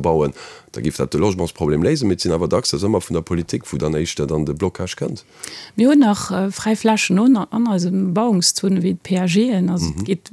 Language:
Luxembourgish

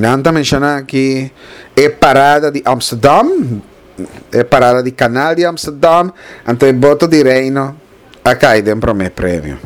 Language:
Papiamento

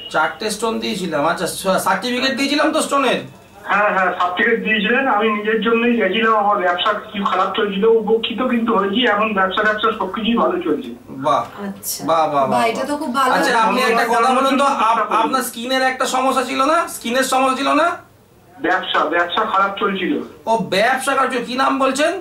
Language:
Bangla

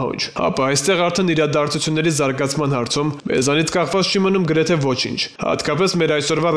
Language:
Armenian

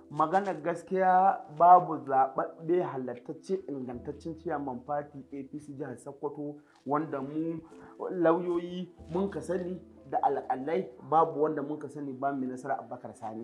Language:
Hausa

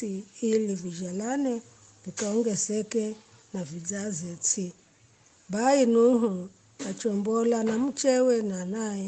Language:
Giryama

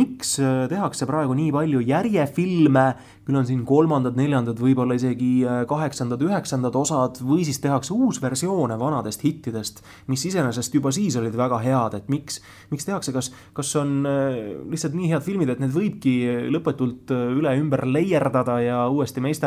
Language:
Estonian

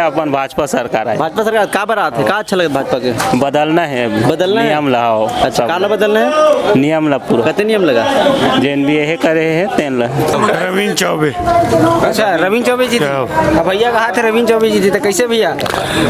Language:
Chhattisgarhi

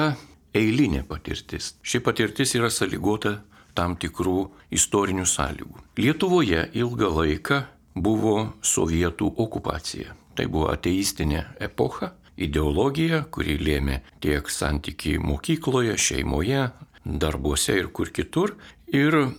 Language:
Lithuanian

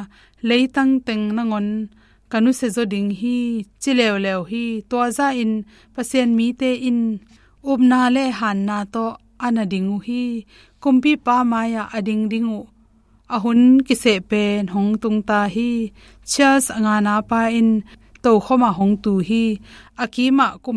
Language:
Tedim Chin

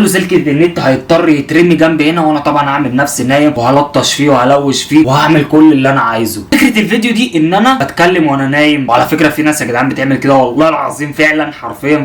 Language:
Egyptian Arabic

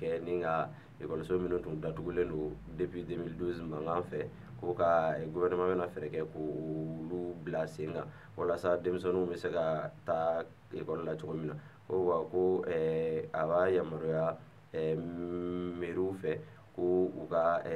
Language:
Bambara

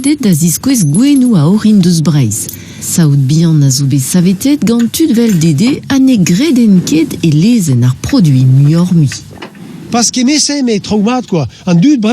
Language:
Breton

